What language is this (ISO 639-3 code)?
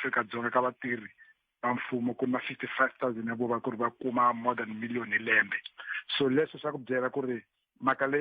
tso